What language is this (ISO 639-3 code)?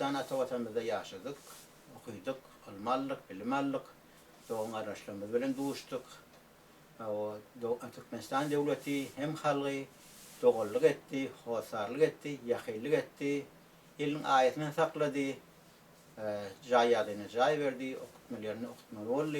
tuk